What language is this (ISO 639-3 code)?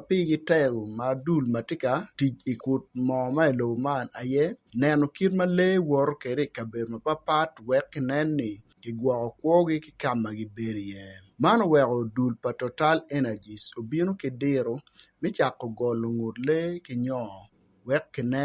ach